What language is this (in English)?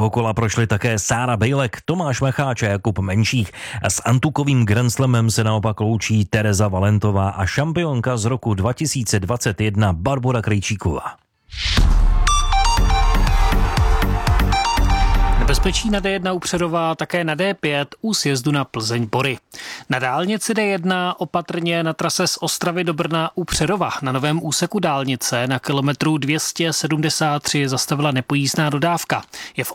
Czech